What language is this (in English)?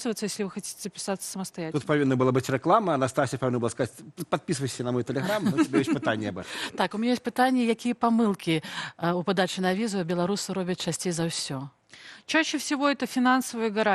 Belarusian